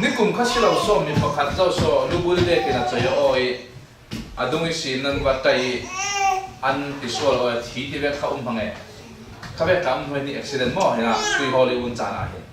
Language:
Falam Chin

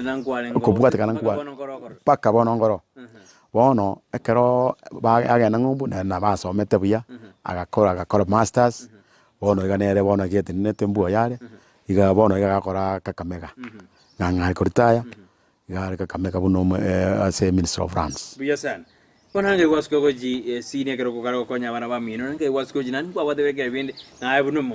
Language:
Gusii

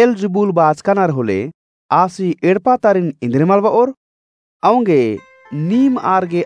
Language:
Kurukh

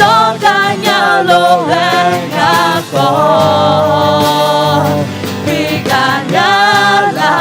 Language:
Akha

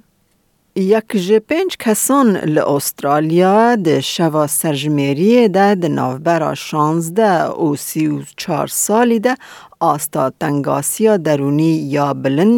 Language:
Kurdish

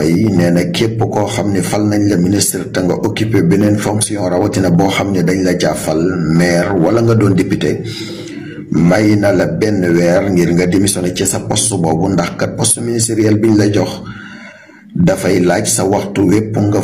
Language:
Wolof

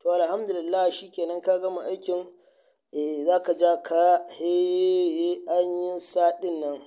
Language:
Hausa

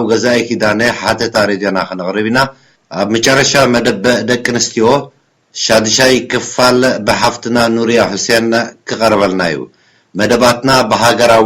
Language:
Tigrinya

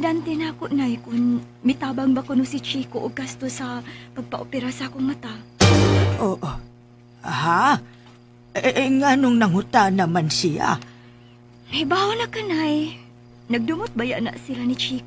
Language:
Cebuano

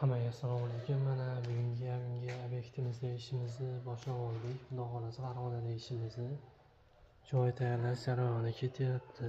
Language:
Uzbek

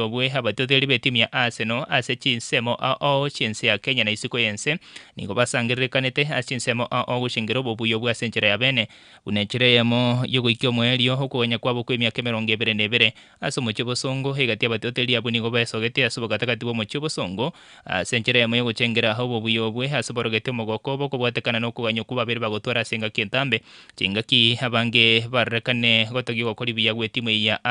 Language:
Gusii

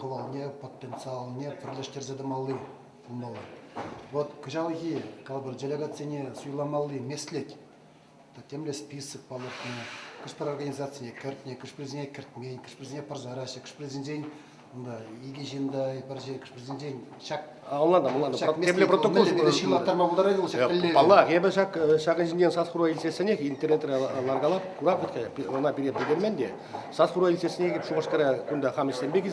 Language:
Chuvash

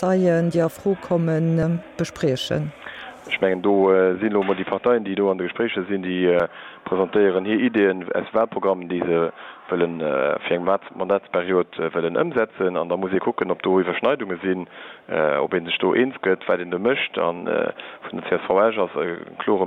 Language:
Luxembourgish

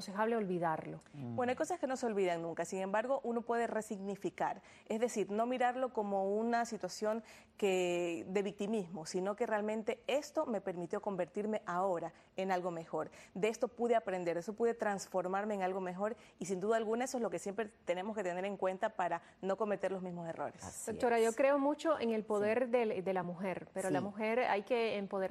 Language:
Spanish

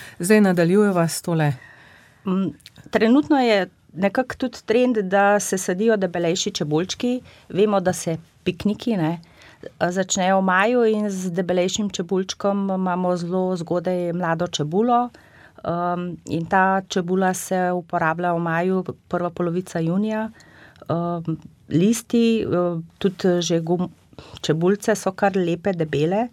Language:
Slovenian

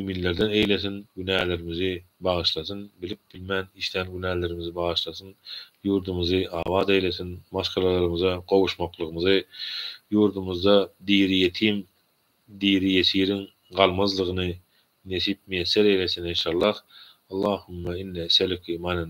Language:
Turkmen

